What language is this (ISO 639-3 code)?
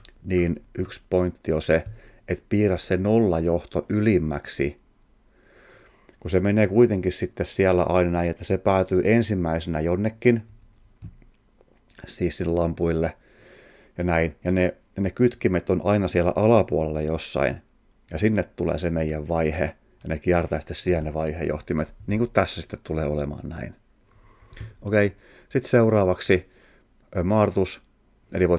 fin